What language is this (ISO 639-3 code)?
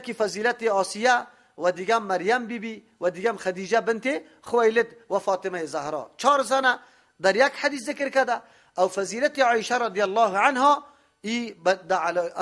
fas